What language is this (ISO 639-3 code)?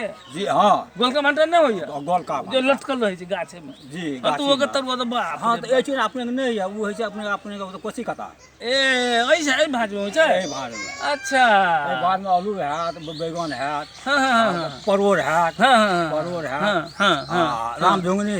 mai